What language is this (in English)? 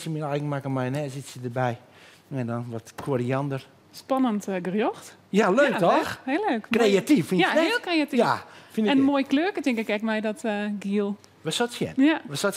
Western Frisian